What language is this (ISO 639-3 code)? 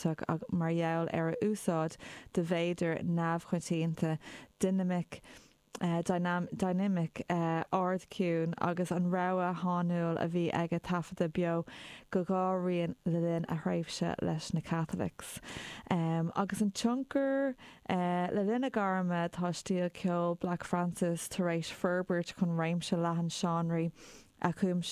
gle